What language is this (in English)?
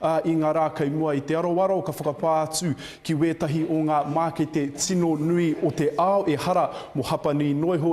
Māori